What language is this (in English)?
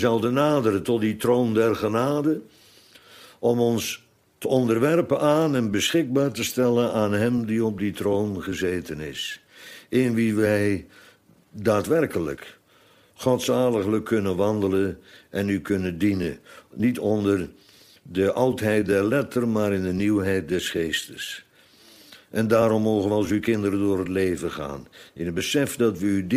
Dutch